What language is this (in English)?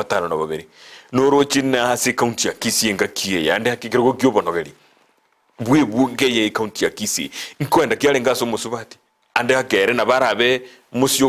Gusii